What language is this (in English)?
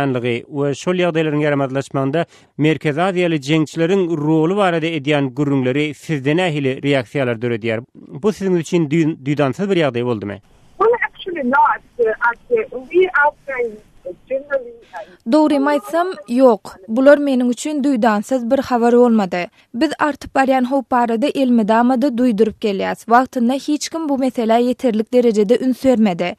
Turkmen